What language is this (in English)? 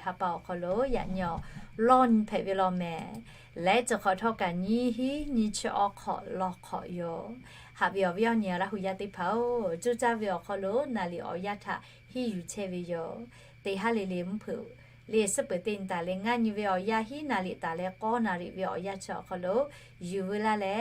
Lahu